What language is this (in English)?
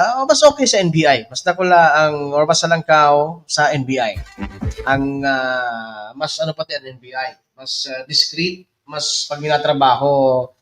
Bikol